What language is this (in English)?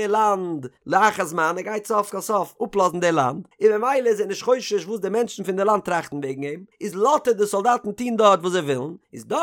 Yiddish